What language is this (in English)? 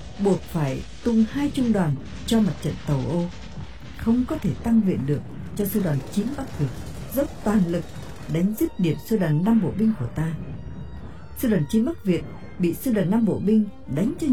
Vietnamese